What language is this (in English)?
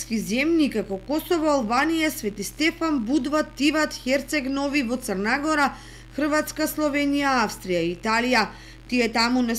Macedonian